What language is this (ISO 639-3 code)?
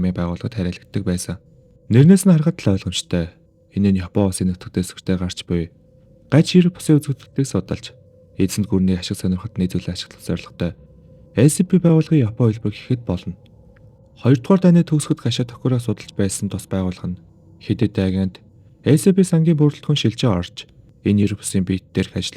mon